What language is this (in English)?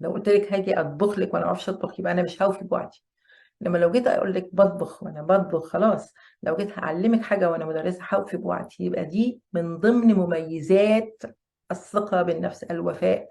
Egyptian Arabic